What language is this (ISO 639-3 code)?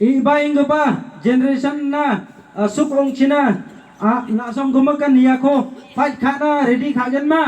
kha